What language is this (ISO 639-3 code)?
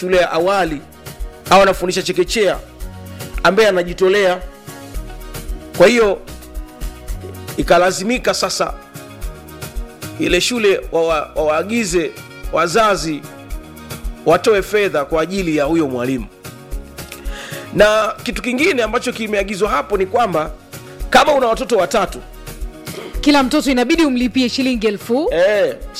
swa